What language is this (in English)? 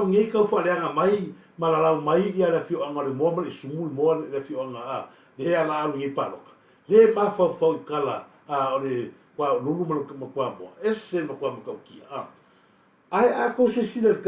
Samoan